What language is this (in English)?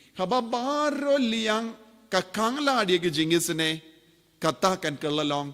Khasi